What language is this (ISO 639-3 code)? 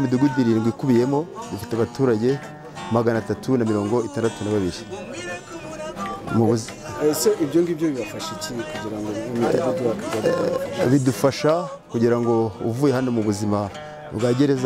kin